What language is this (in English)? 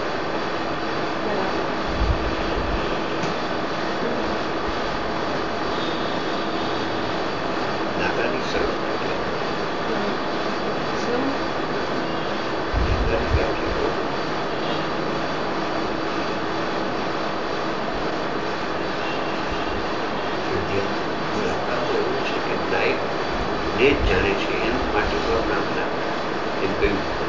Gujarati